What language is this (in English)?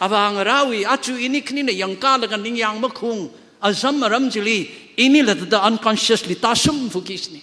Tangkhul Naga (India)